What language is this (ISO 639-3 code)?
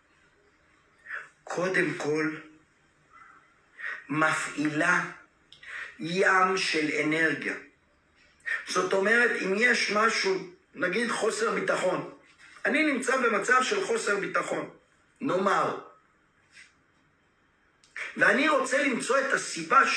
heb